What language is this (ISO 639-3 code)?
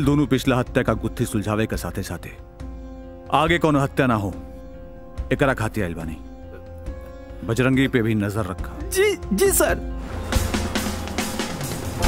bho